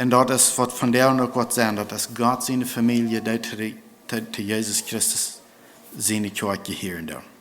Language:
Plautdietsch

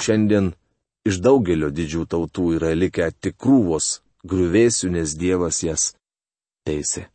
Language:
Lithuanian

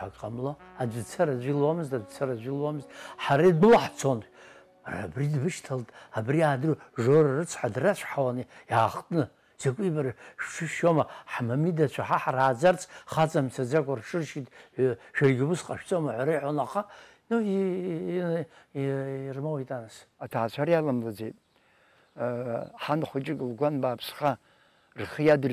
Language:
Abkhazian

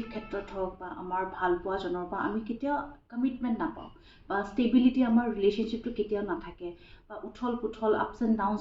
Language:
Assamese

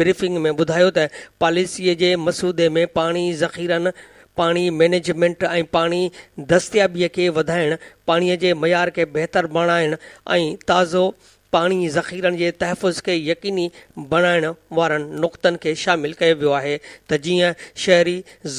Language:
Sindhi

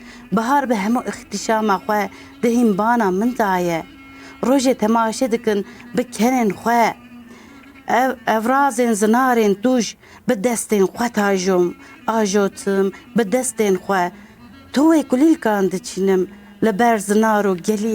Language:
Kurdish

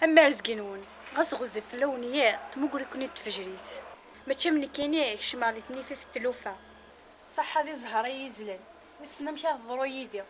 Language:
Kabyle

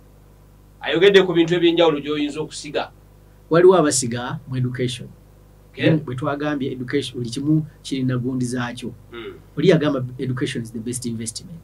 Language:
Ganda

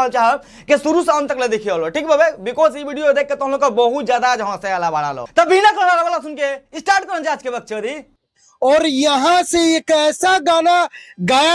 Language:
Bhojpuri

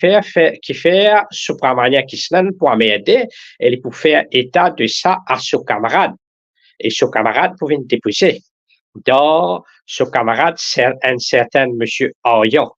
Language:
Morisyen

